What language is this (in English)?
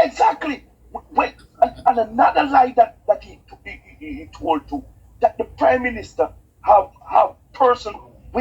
Jamaican Creole English